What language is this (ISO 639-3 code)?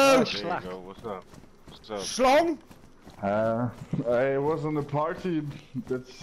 eng